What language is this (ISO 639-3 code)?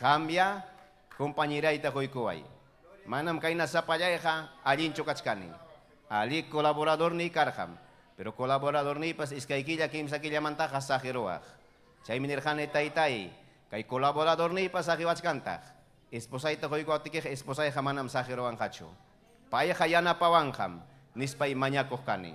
quy